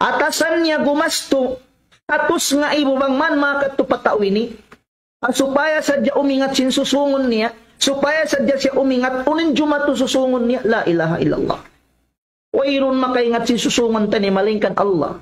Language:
Tausug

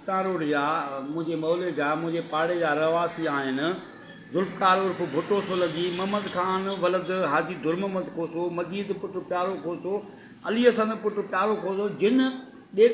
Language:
Sindhi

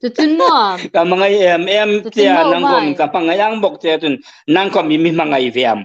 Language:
Hmar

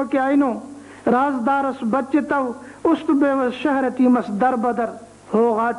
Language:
Brahui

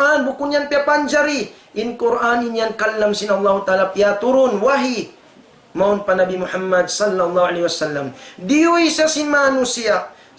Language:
Tausug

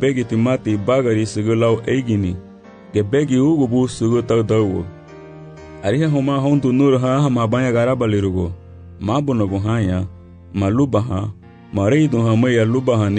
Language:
Garifuna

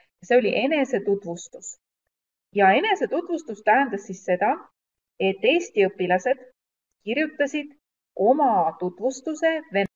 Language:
Estonian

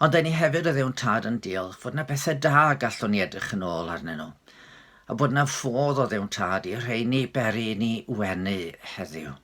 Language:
Welsh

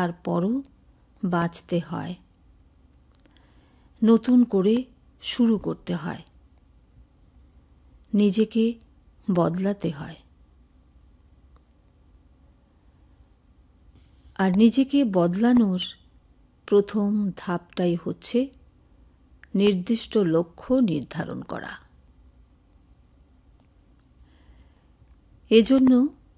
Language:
Bangla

